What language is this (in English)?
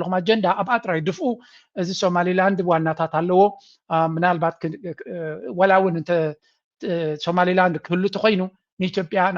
Tigrinya